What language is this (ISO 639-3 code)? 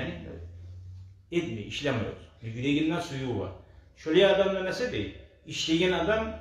kum